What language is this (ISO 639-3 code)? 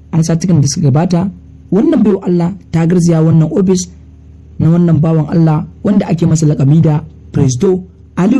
hau